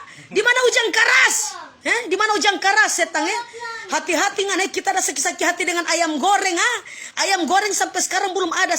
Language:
Manado Malay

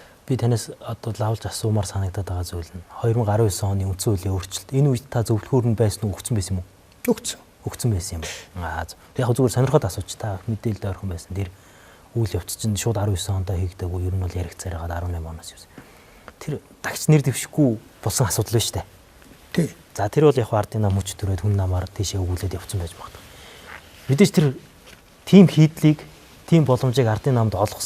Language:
Mongolian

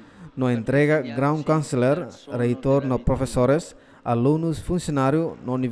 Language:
Tetum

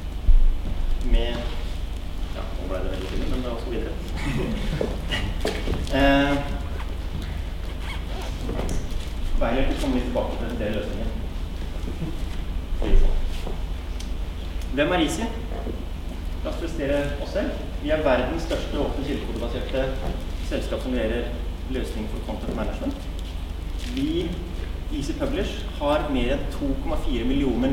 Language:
Norwegian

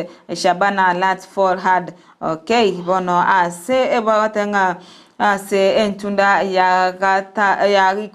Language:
Gusii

